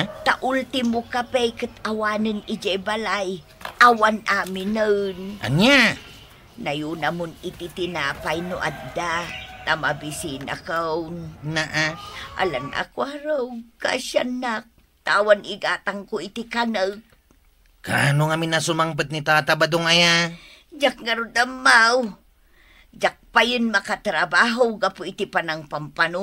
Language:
Iloko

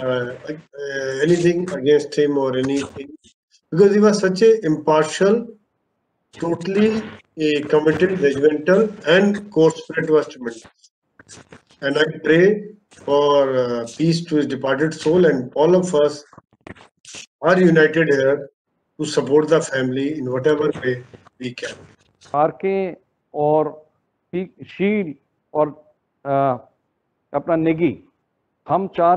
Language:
English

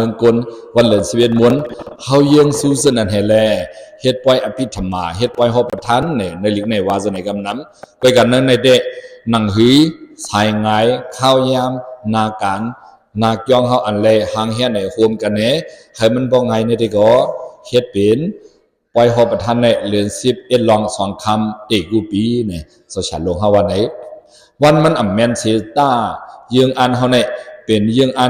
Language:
Shan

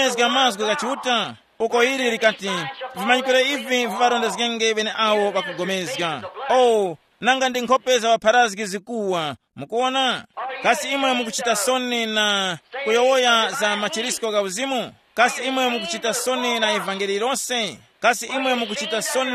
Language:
Tumbuka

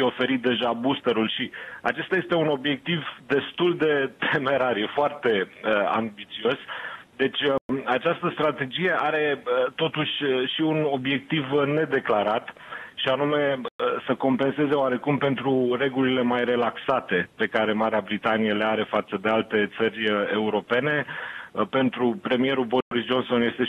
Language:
Romanian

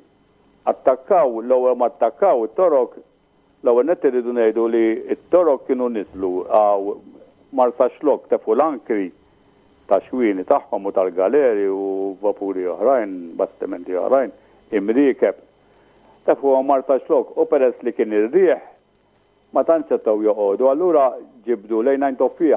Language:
Maltese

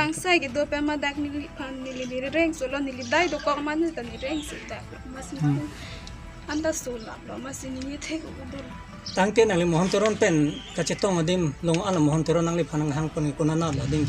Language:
Karbi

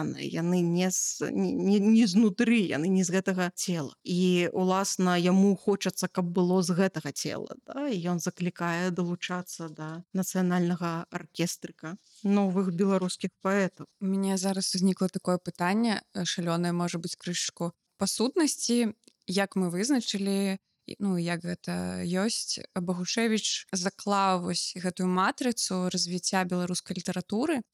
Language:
Belarusian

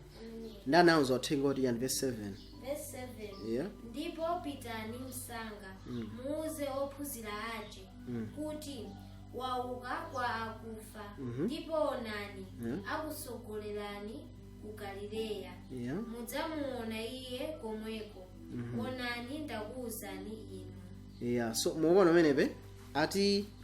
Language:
Nyanja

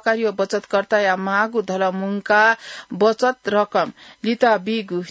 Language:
Newari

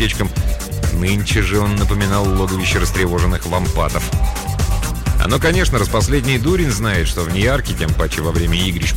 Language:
Russian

